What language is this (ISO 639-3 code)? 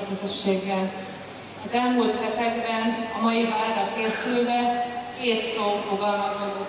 hun